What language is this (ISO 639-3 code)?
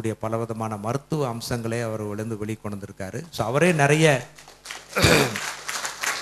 tam